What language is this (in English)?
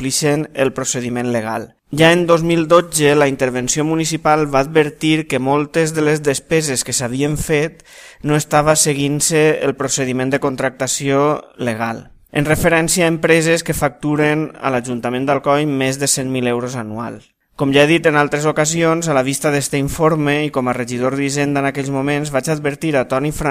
Catalan